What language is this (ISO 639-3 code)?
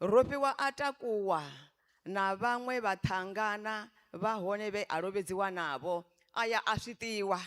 ven